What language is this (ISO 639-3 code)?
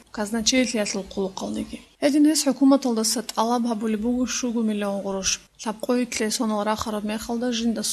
ava